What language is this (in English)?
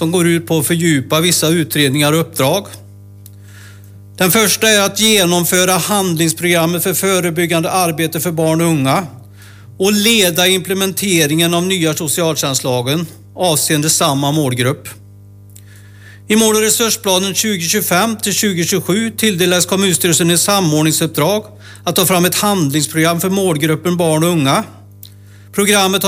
Swedish